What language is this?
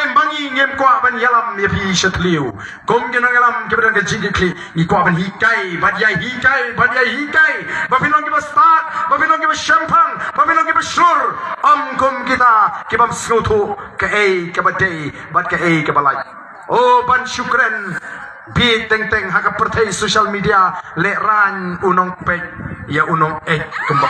Khasi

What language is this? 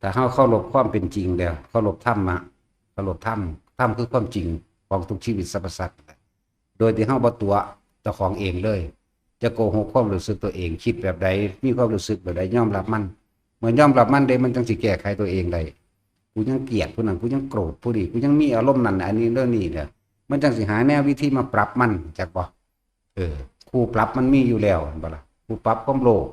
Northeastern Thai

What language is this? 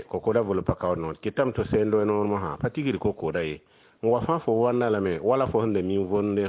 Mossi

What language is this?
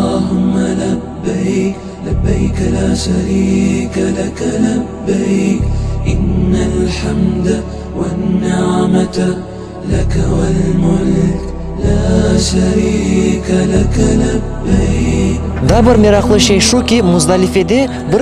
Crimean Tatar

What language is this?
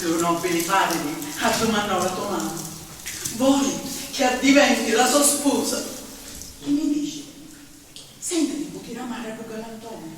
Sicilian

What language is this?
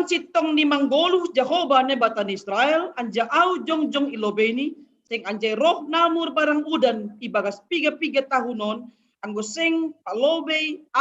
Batak Simalungun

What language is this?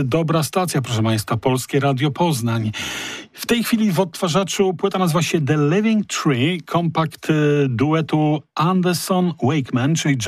Polish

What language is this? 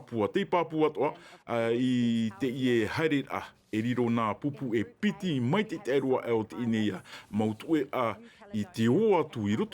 Tahitian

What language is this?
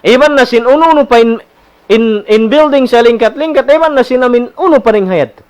Tausug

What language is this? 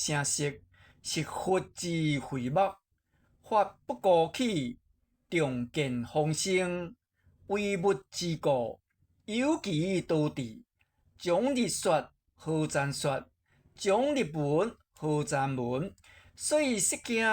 Min Nan Chinese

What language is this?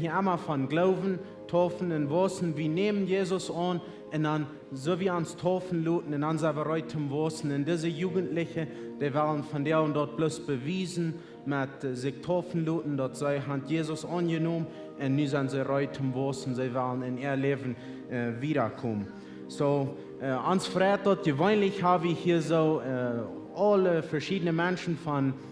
Plautdietsch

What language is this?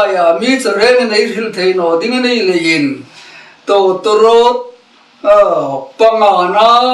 Hmar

